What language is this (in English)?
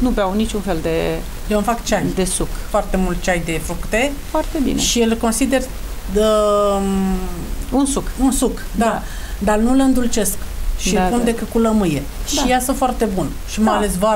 Romanian